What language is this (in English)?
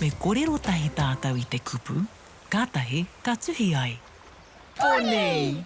Māori